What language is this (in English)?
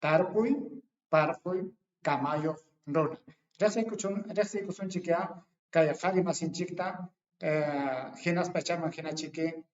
Ayacucho Quechua